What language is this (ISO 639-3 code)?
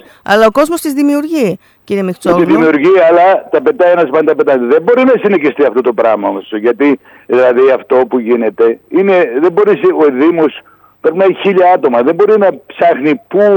ell